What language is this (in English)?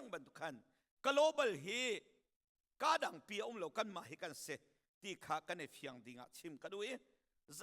Hakha Chin